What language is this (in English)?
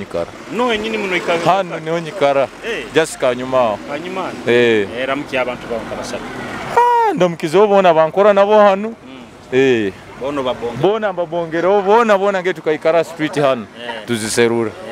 Nyoro